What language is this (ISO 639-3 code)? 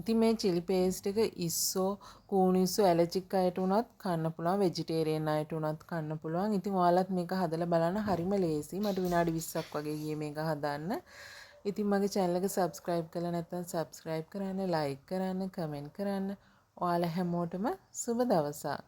sin